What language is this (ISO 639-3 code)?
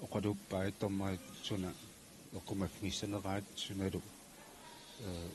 kal